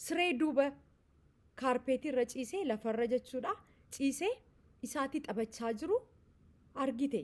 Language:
Oromo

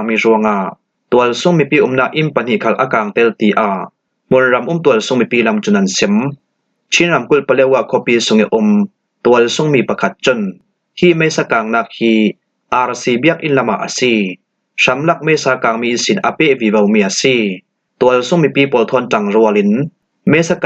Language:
Falam Chin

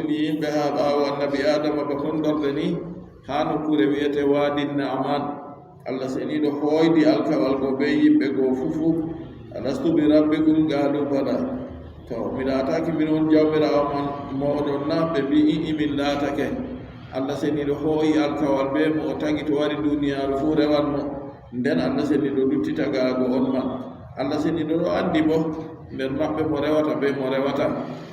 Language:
Adamawa Fulfulde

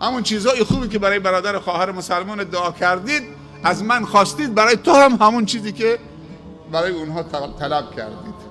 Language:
Persian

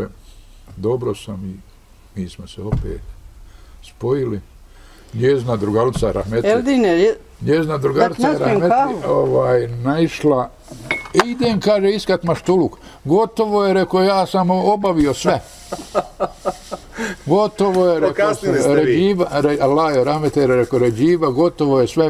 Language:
Bosnian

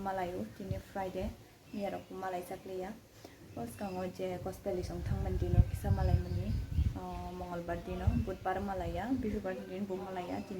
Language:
Kok Borok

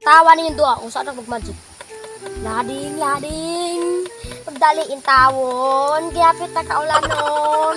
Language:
Cebuano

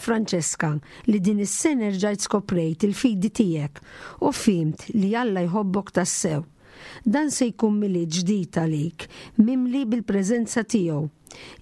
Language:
Maltese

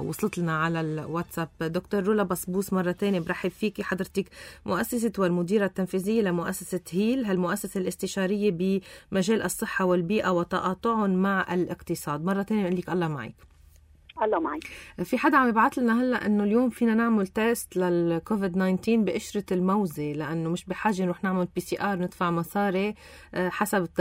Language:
North Levantine Arabic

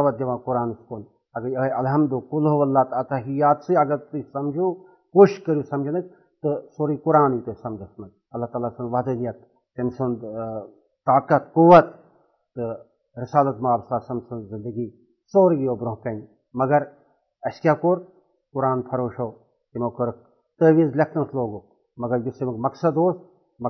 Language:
Kashmiri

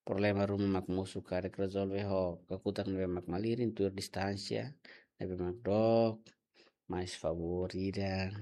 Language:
Tetum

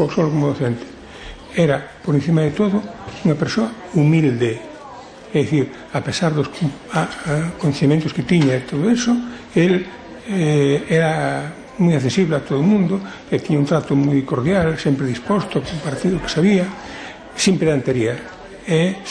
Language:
Galician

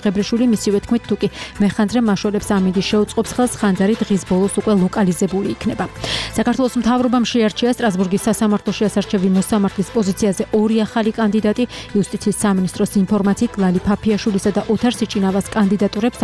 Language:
Georgian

